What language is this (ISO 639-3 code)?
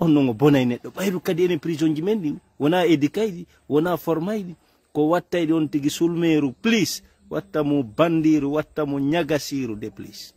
ful